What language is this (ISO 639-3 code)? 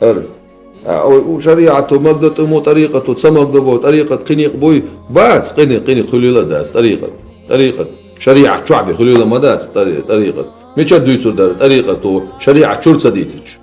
che